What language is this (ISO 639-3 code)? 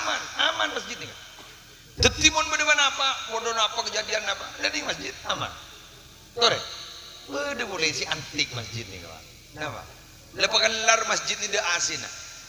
mad